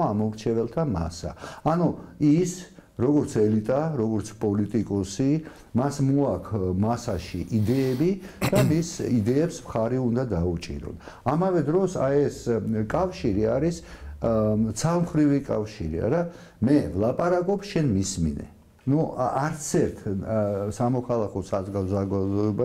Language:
Georgian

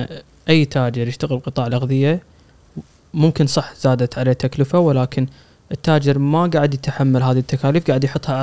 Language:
Gulf Arabic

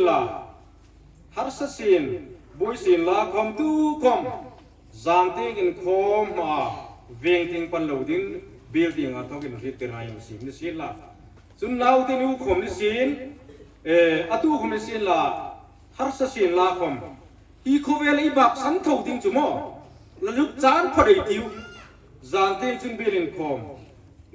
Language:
Hmar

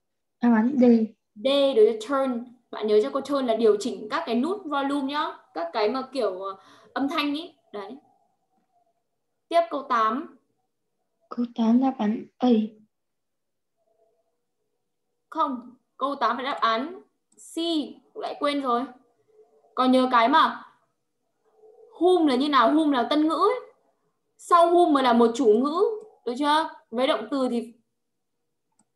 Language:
Vietnamese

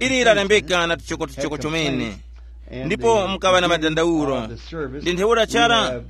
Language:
Tumbuka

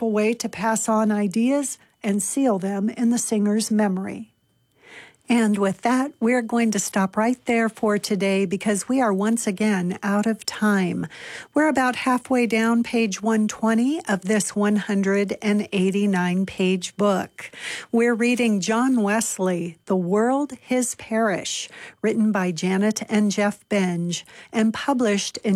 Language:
English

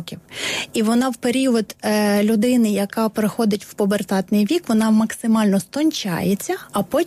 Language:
Ukrainian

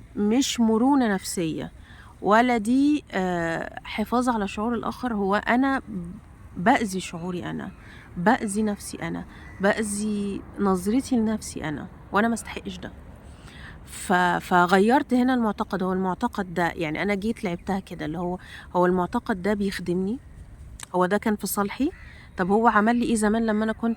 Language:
Egyptian Arabic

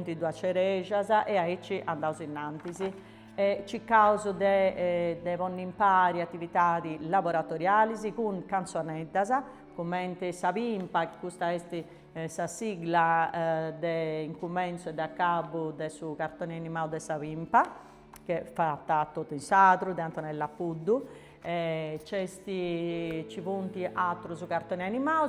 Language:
Sardinian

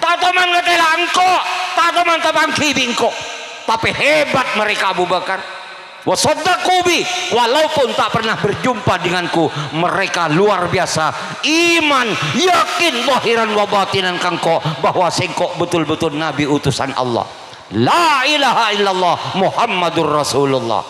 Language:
Madurese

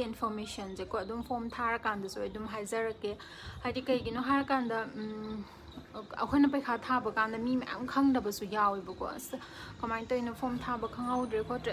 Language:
Manipuri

